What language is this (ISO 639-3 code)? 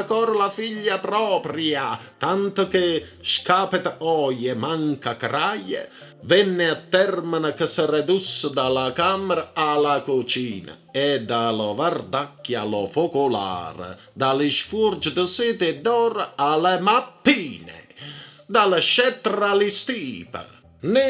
nap